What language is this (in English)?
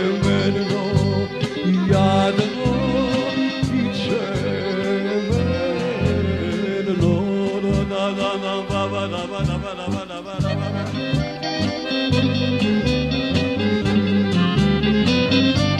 Serbian